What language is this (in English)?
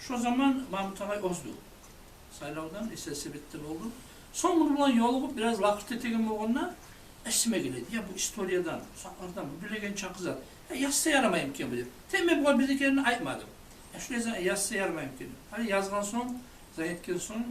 Kumyk